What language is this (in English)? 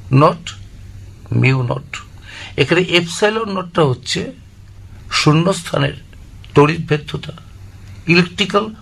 Bangla